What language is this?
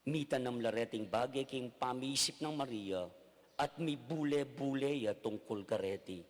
Pampanga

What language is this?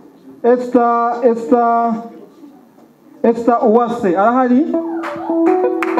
Kinyarwanda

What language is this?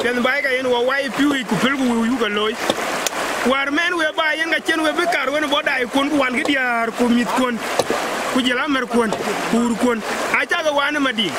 Dinka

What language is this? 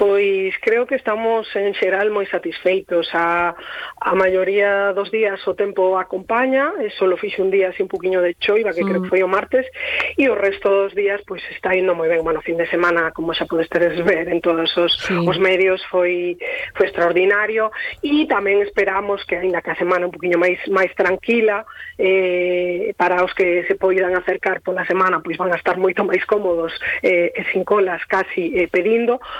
Galician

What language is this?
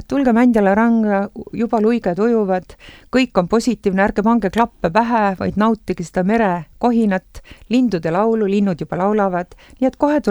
Estonian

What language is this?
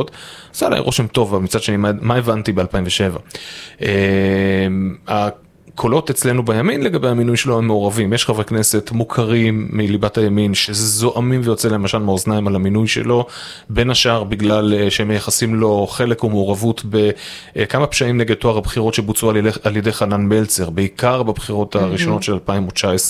Hebrew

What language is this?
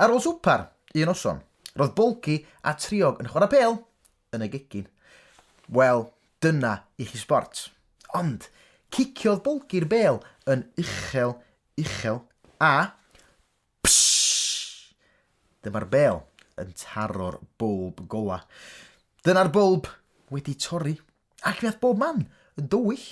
Welsh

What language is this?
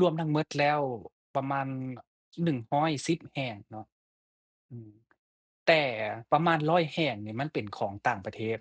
Lao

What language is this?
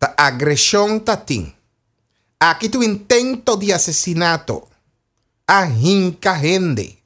Papiamento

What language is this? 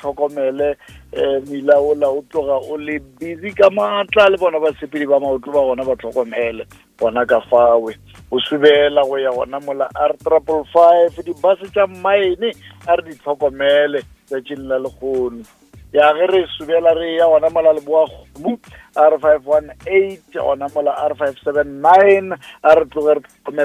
Northern Sotho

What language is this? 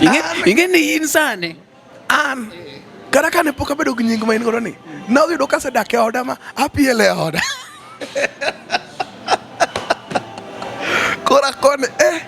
Luo (Kenya and Tanzania)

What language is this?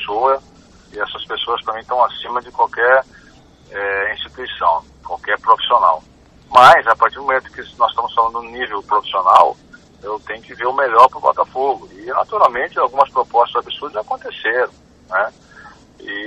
Portuguese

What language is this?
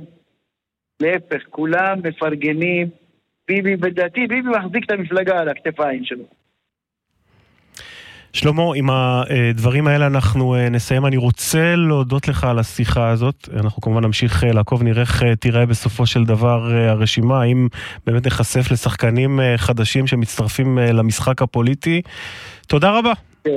Hebrew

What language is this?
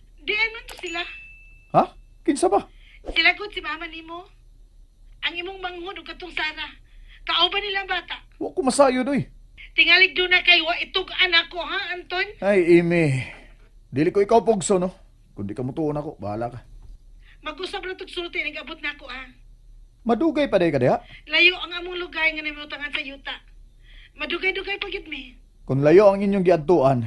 Cebuano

